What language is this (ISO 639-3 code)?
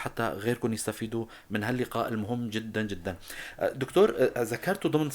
apc